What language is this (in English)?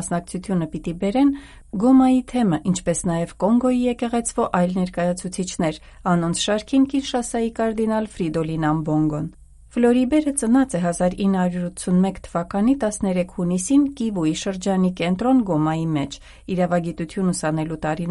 Armenian